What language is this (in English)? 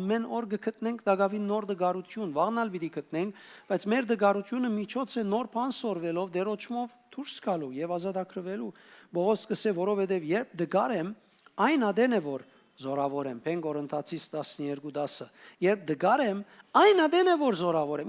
Western Armenian